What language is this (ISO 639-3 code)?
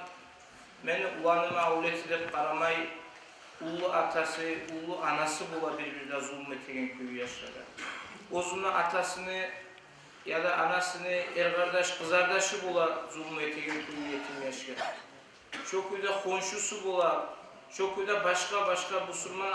kum